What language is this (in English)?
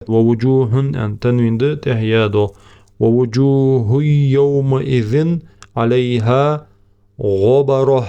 Ingush